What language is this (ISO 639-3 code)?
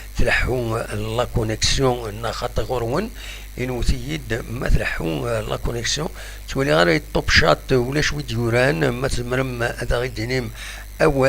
kab